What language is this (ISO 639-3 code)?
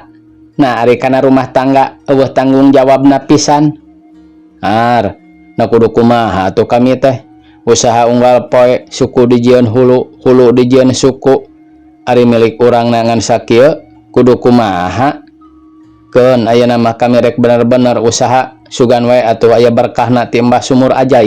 sun